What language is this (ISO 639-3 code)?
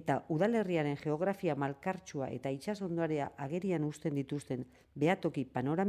eus